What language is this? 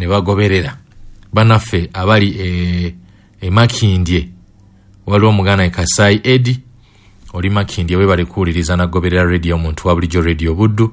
Ganda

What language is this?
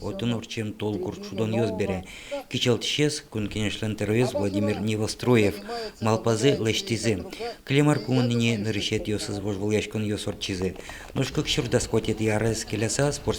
Udmurt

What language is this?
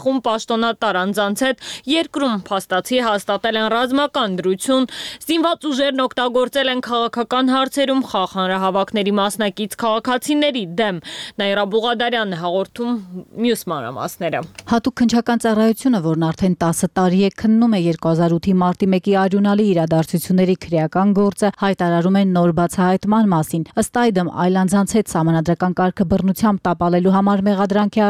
Armenian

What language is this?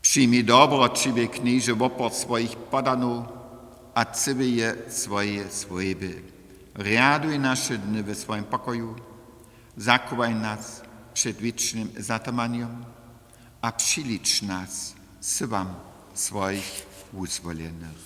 Upper Sorbian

